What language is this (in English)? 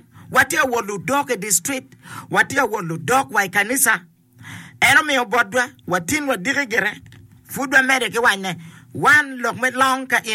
Acoli